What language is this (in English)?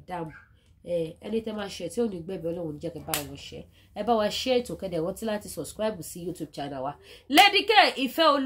Yoruba